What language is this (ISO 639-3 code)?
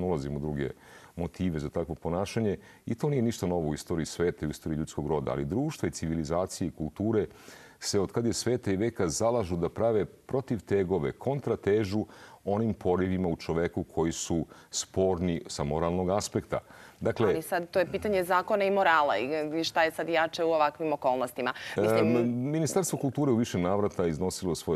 srp